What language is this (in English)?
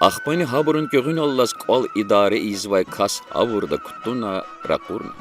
Lezghian